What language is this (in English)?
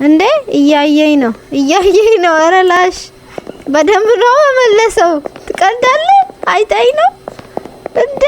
Amharic